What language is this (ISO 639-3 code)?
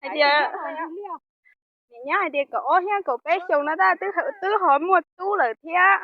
hmn